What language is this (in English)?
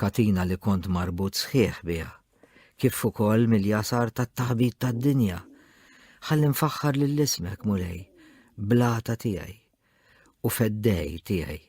Maltese